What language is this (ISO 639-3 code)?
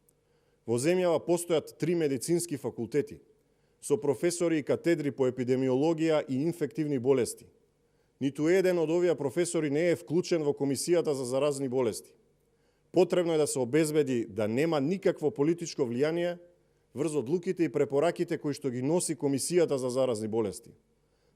mkd